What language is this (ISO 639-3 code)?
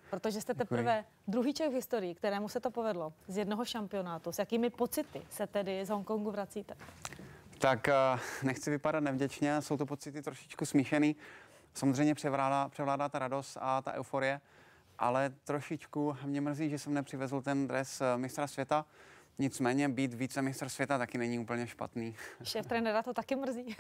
ces